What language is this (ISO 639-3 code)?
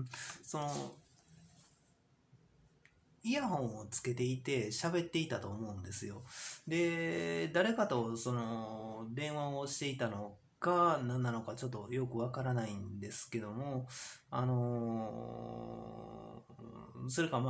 jpn